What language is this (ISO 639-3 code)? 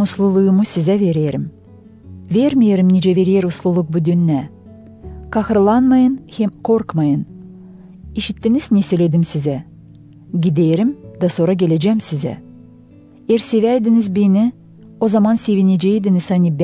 gag